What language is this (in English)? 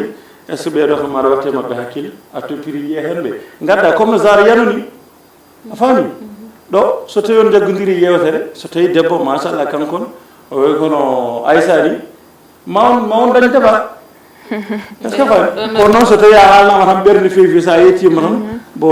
Fula